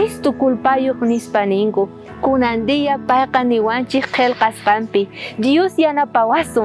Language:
South Bolivian Quechua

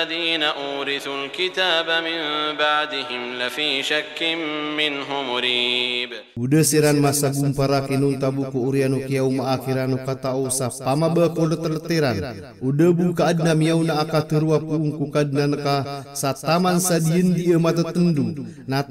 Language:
Maranao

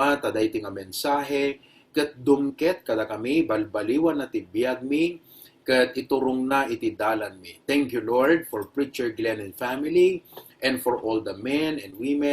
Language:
Iloko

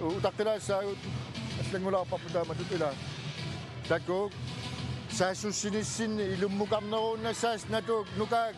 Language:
Kalaallisut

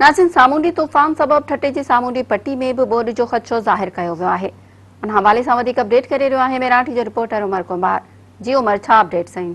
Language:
Sindhi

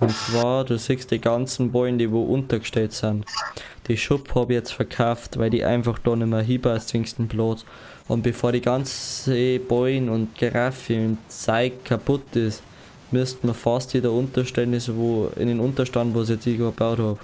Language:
Bavarian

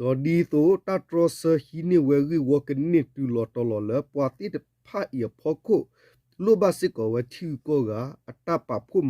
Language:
S'gaw Karen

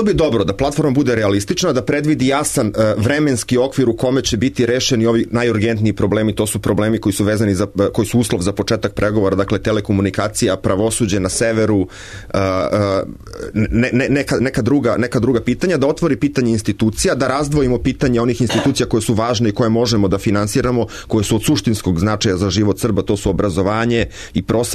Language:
Serbian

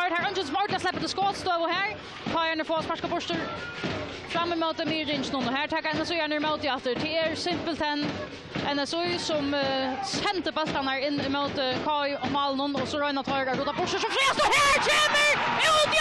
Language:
Faroese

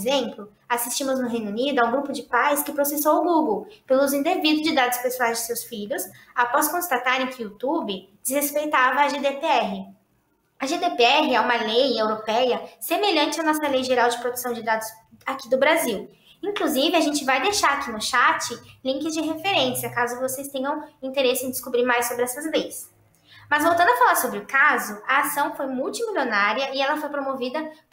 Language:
Portuguese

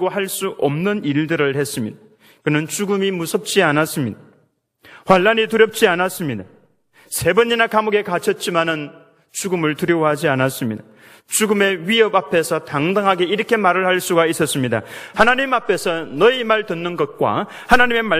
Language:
Korean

